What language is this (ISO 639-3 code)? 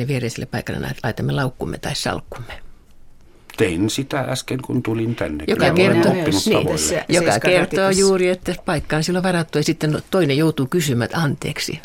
fin